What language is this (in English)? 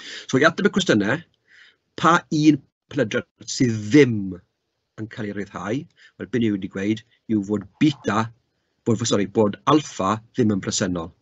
Welsh